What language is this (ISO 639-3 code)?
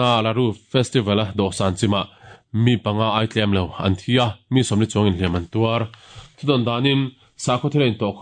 lus